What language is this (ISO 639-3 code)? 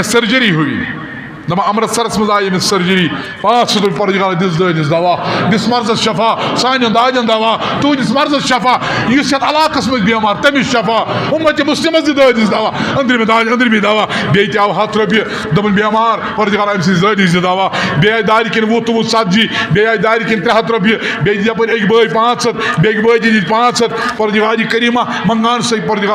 kas